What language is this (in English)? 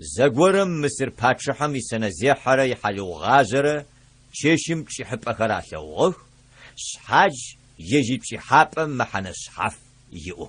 Adyghe